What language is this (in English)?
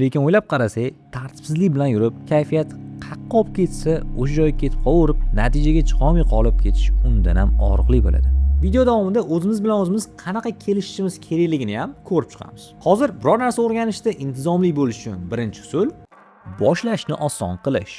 Uzbek